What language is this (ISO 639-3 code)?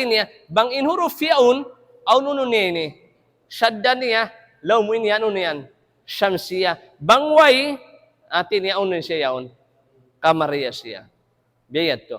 tsg